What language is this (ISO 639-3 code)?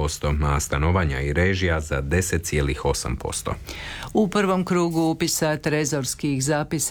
hrv